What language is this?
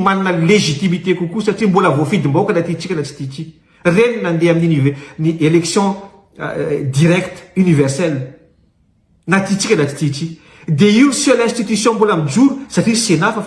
Malagasy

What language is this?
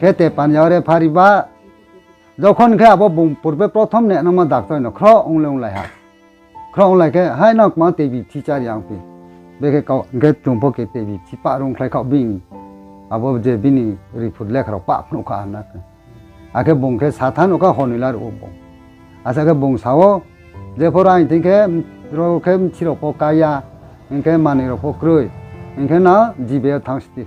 Riang (India)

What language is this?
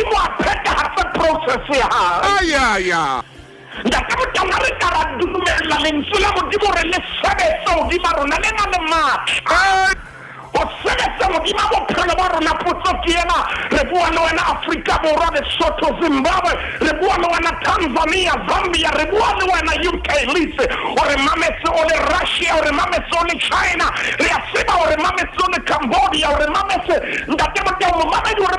Southern Sotho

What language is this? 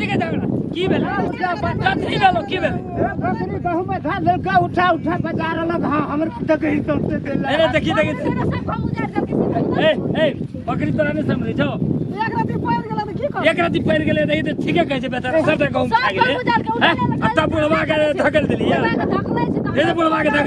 Maithili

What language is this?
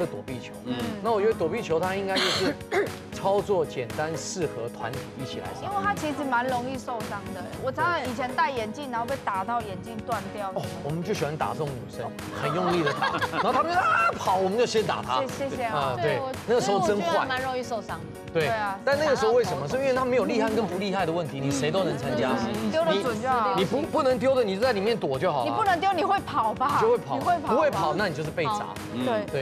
Chinese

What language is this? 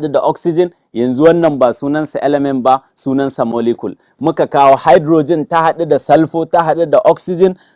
Hausa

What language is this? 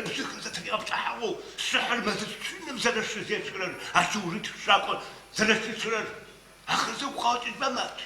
Adyghe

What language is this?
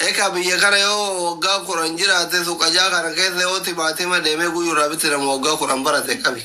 Oromo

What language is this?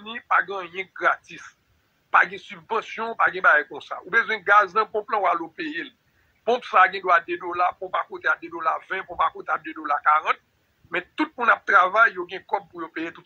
Haitian Creole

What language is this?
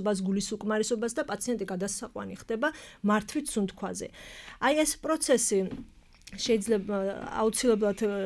Georgian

